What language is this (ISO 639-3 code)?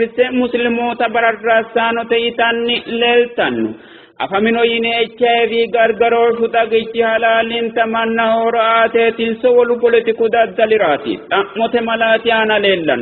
sid